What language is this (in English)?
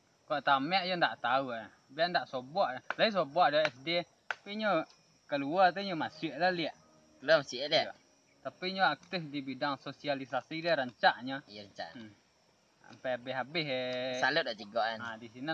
Minangkabau